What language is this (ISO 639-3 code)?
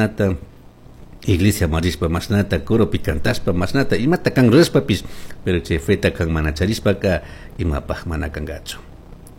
qug